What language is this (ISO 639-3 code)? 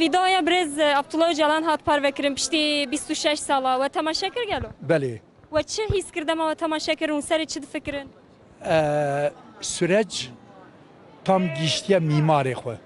kur